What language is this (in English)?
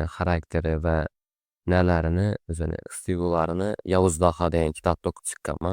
Uzbek